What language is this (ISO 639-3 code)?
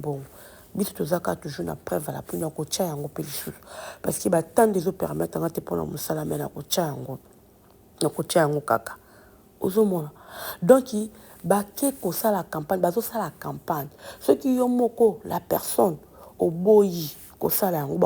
lin